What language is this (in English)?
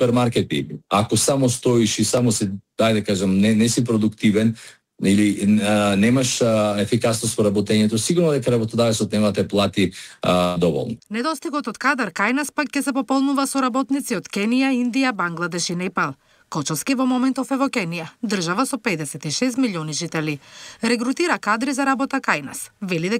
Macedonian